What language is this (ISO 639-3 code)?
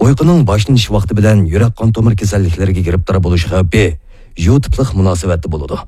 uig